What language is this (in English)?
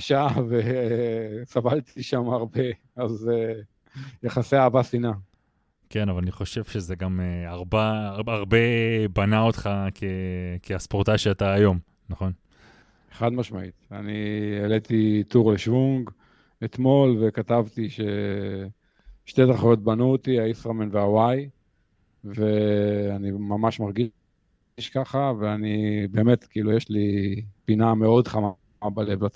Hebrew